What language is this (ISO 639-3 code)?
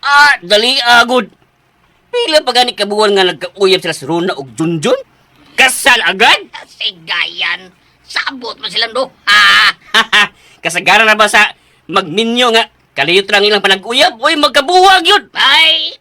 ceb